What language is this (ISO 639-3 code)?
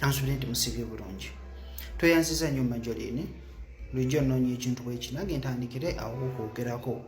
lug